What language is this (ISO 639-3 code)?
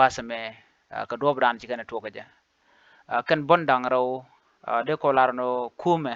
nus